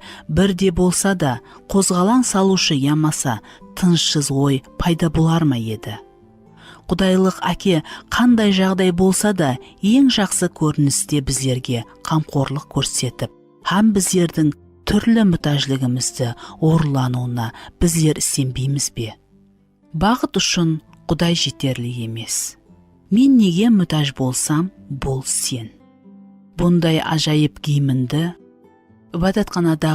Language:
Kara-Kalpak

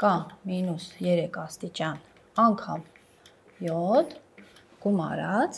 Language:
Armenian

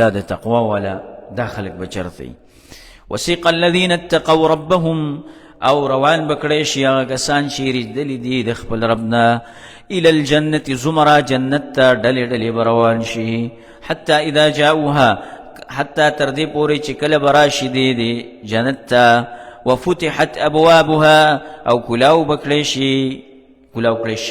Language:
Pashto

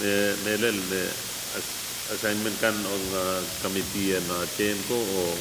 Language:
Pohnpeian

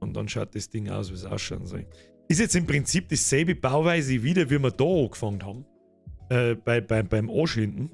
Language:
Bavarian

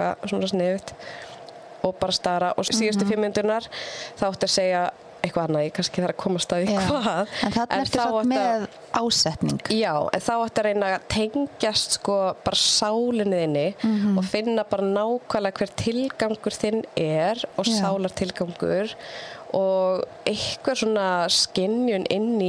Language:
Icelandic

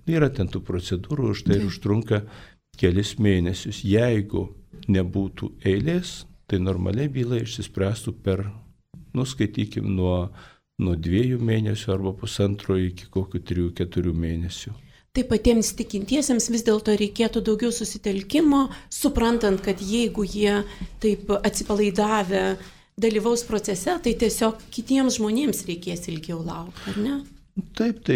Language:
Lithuanian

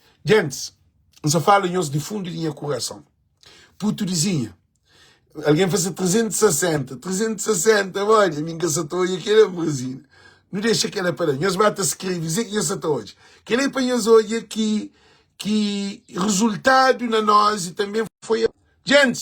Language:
Kabuverdianu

